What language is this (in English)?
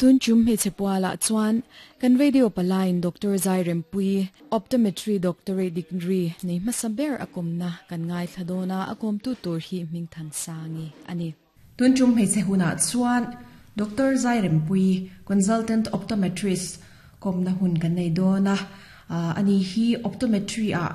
Mizo